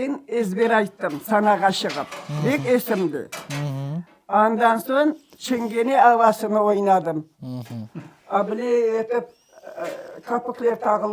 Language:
Crimean Tatar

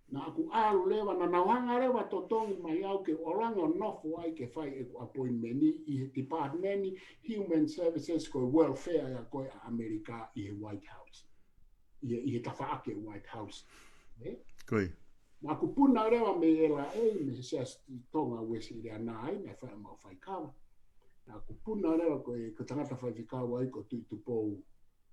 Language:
Tongan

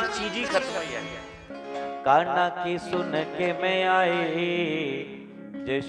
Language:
Dogri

